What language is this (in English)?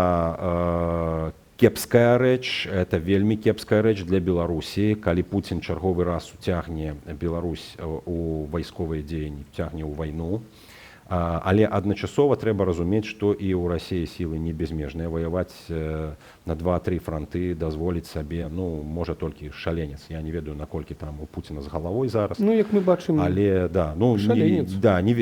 Belarusian